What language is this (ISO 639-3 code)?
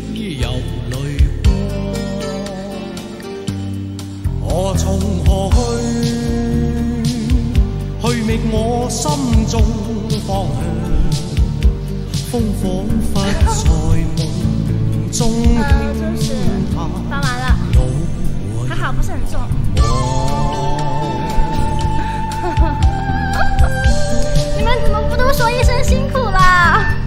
zho